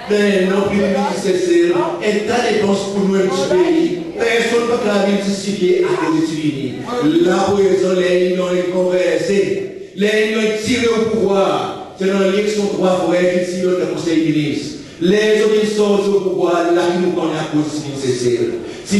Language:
Seselwa Creole French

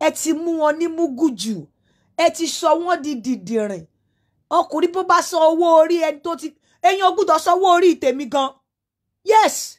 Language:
Yoruba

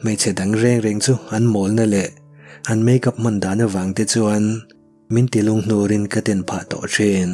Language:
Mizo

